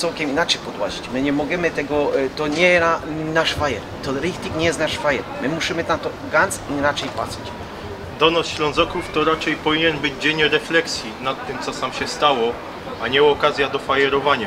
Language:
Silesian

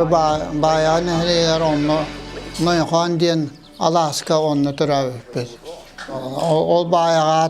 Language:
Yakut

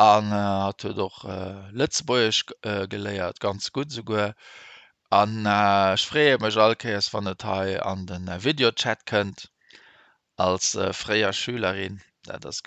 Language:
Luxembourgish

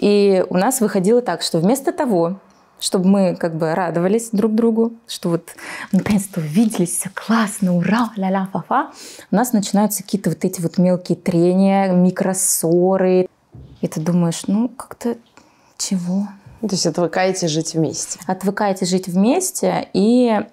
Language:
Russian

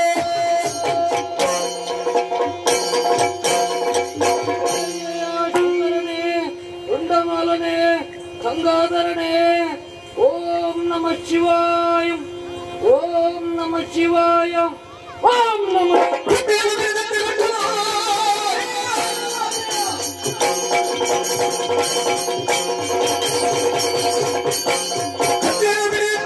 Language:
Kannada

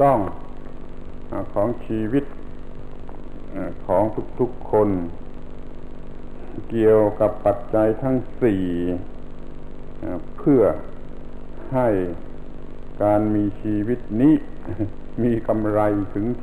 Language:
Thai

